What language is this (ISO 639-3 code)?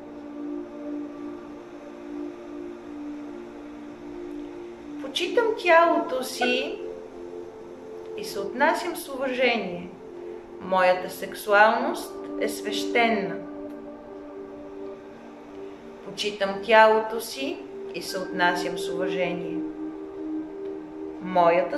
bul